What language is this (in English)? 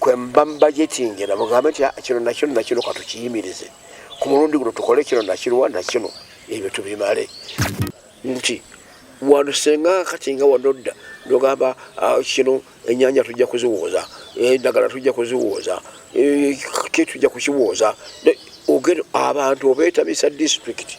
Ganda